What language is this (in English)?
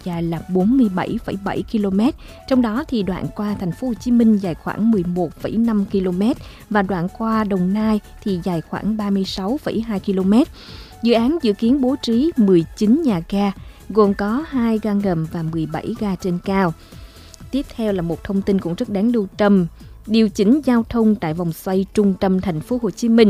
Vietnamese